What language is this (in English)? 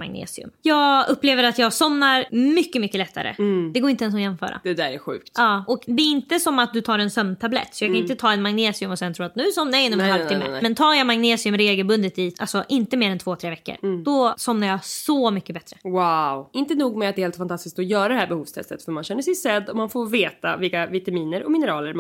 Swedish